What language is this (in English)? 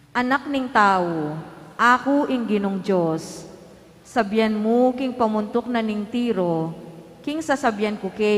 Pampanga